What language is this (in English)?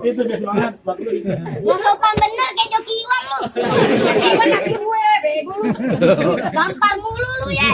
Betawi